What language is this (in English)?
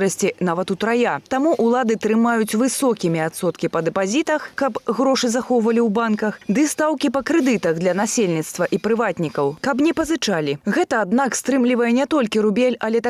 Belarusian